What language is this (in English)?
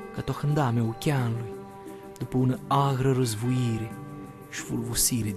Aromanian